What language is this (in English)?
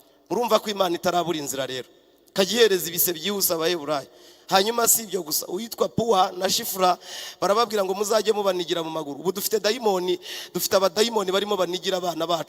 Kinyarwanda